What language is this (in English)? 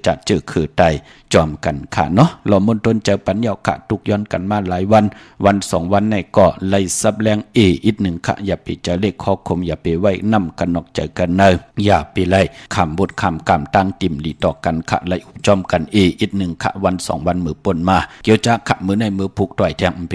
Shan